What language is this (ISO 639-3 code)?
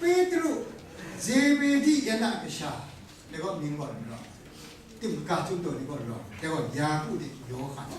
kac